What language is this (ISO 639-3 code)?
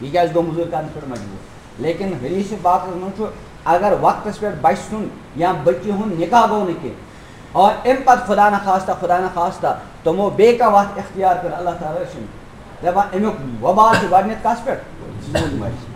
kas